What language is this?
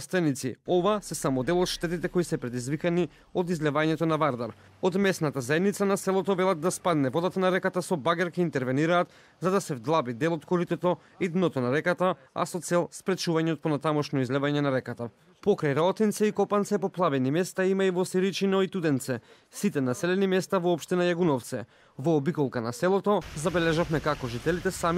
Macedonian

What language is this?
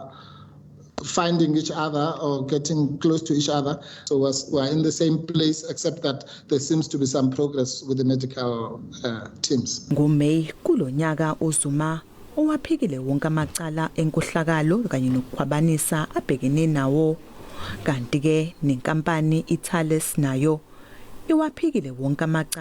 Zulu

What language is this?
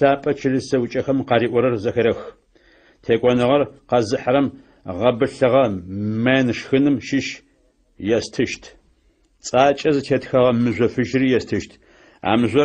Adyghe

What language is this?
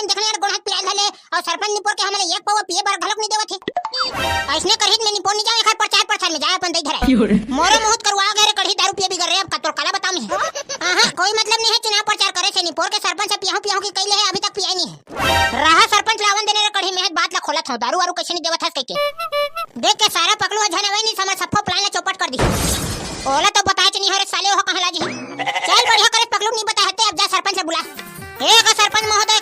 Chhattisgarhi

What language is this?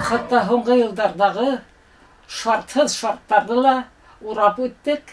Bashkir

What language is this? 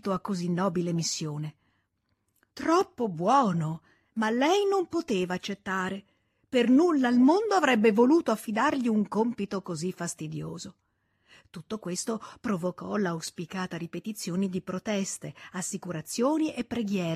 Italian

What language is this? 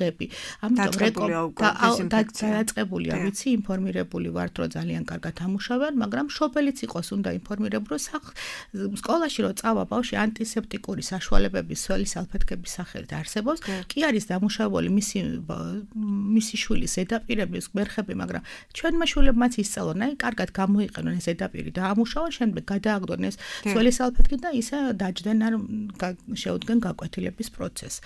Georgian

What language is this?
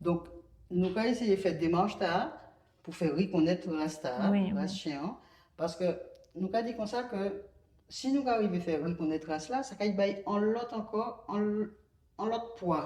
Guadeloupean Creole French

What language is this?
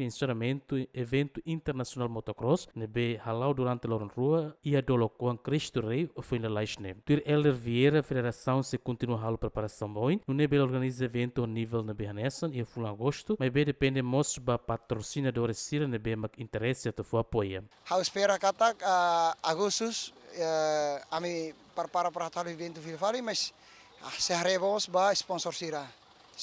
Tetum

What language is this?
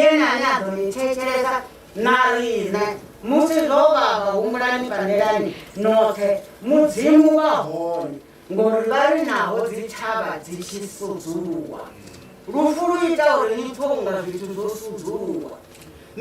Venda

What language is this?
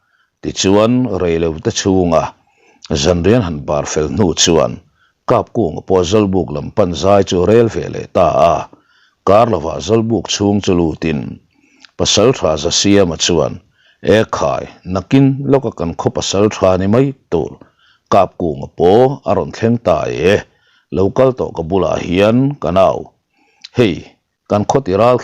Mizo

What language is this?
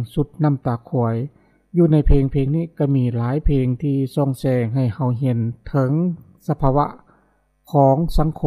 Lao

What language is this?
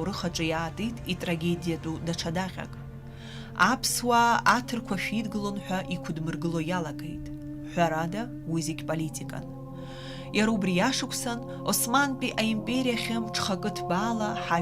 Abkhazian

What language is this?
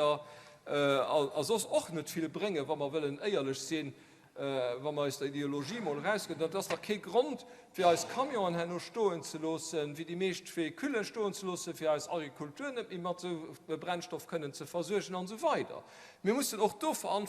Luxembourgish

